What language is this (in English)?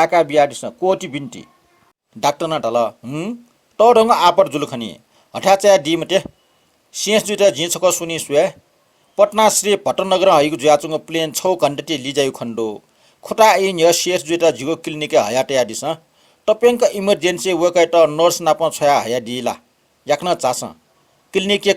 Newari